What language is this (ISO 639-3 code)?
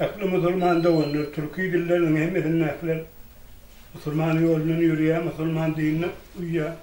tuk